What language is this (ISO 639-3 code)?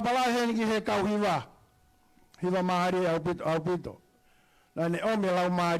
ton